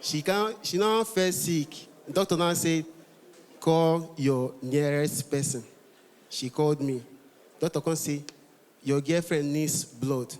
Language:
Nigerian Pidgin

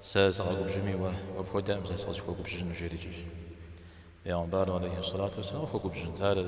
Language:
Kabardian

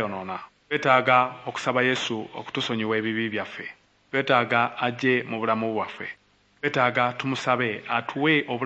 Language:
Ganda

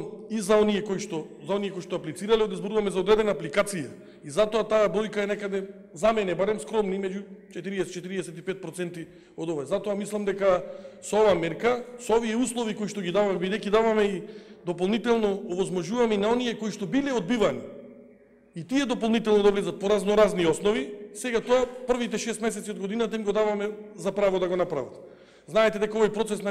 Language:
Macedonian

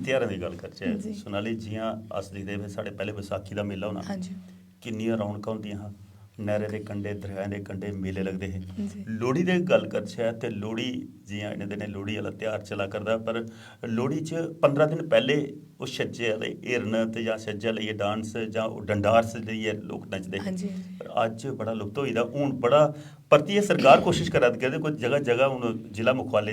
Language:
Dogri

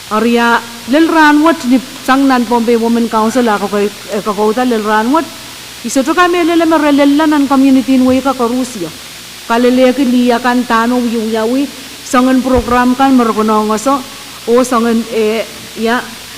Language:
Pohnpeian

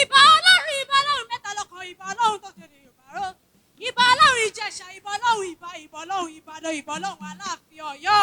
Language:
Yoruba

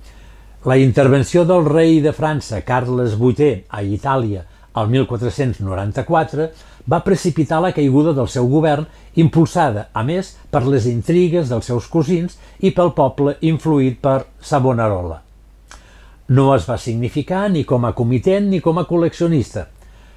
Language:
Catalan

